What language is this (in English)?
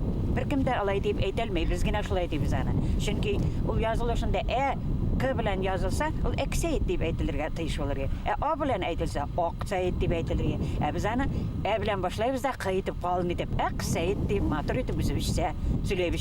Bashkir